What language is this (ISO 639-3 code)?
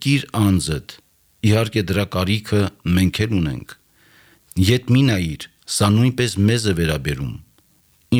hye